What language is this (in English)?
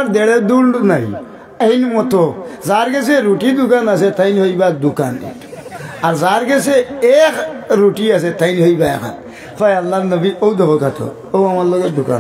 Sylheti